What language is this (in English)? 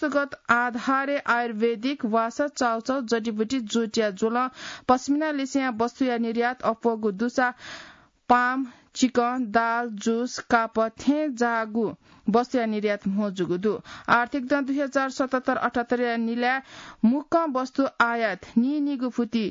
Newari